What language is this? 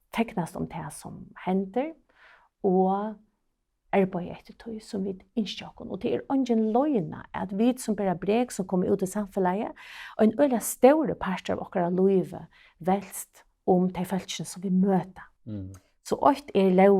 Faroese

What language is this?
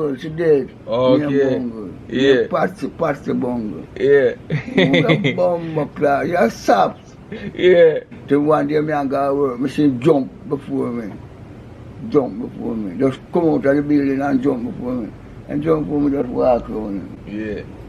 Jamaican Creole English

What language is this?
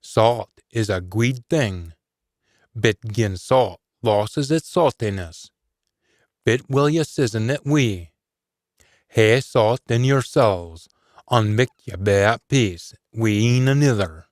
Scots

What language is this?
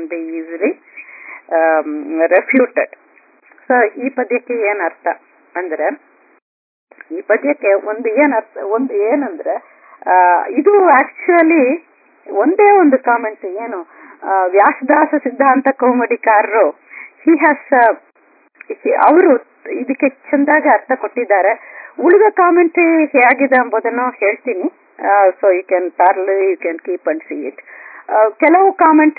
Kannada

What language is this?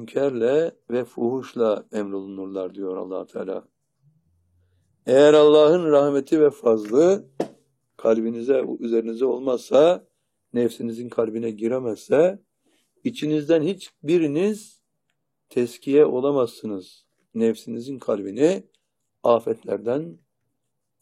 Turkish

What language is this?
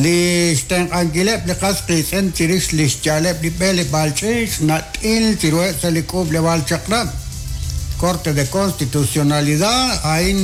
Kekchí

